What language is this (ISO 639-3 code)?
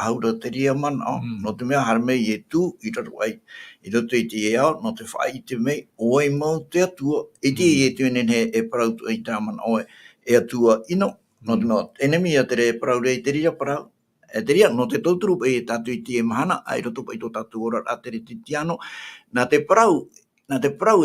tah